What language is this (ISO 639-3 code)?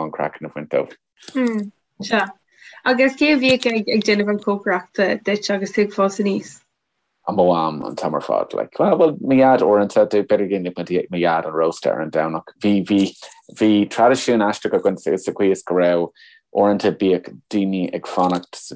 gle